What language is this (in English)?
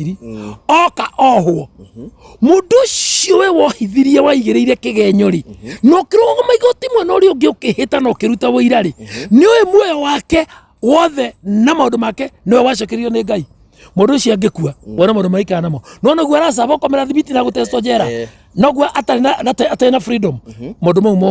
Kikuyu